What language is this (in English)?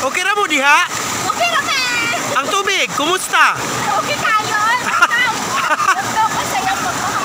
Cebuano